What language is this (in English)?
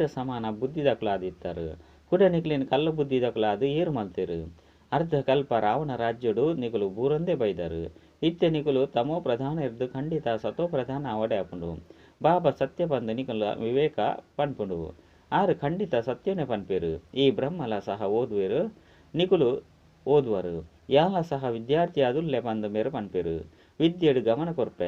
Tulu